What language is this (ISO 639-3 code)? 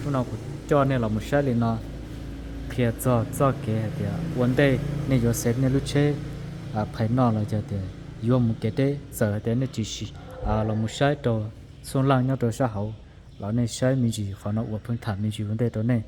hmn